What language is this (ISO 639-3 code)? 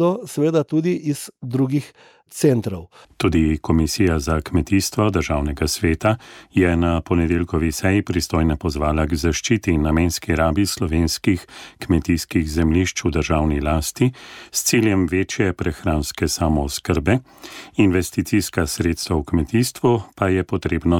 slv